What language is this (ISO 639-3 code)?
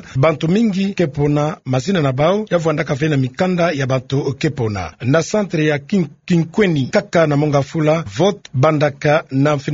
ktu